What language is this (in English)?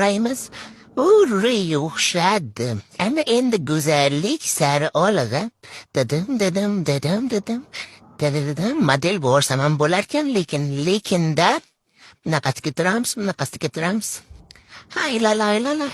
Uzbek